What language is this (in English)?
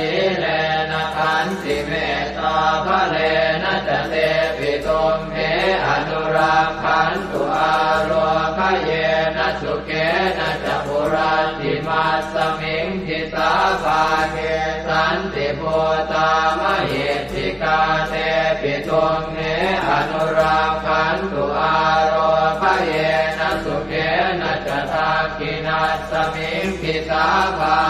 Pali